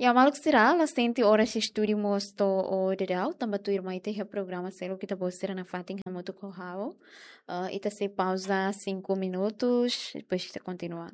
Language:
Tetum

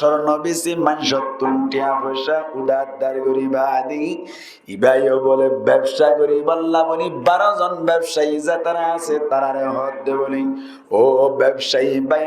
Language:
Rohingya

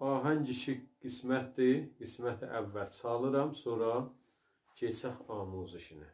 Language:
South Azerbaijani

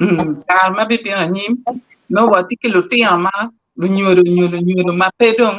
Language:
Acoli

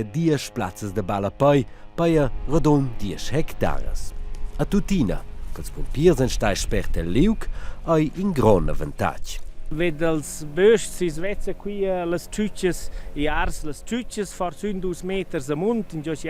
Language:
Romansh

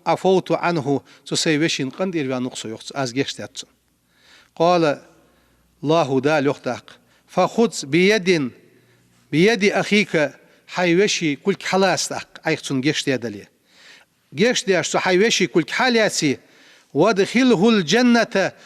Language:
Ingush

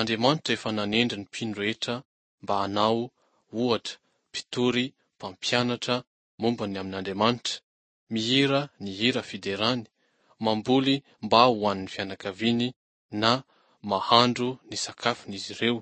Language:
Malagasy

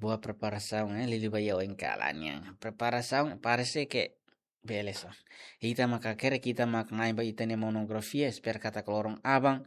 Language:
Tetum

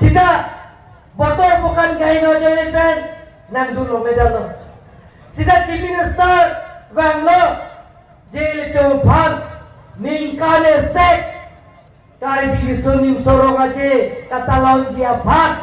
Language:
Karbi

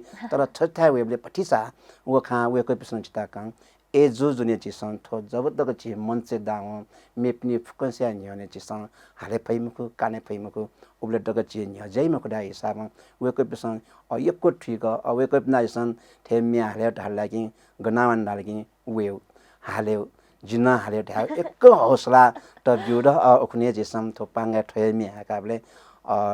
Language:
Newari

